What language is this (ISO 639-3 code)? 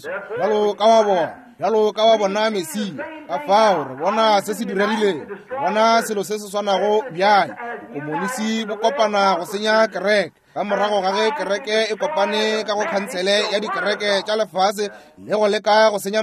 nso